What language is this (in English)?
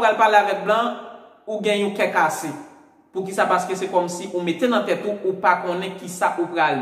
Haitian Creole